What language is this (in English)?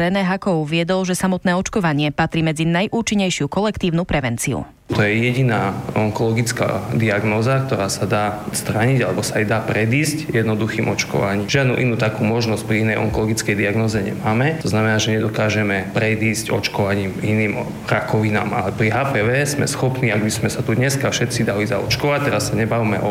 Slovak